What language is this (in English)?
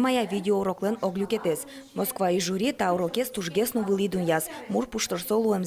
Udmurt